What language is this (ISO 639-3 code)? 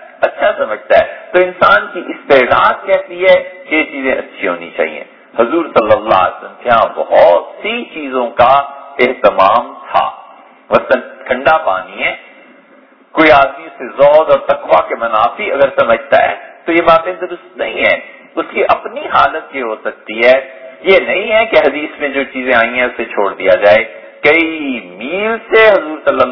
urd